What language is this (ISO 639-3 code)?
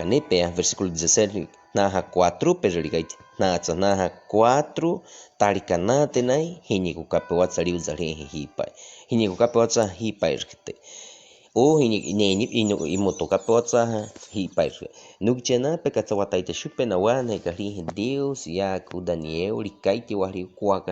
bwi